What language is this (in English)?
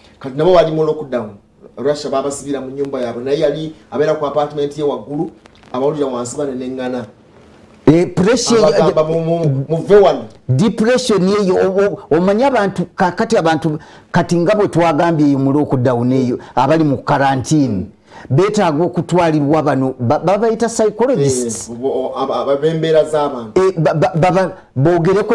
Ganda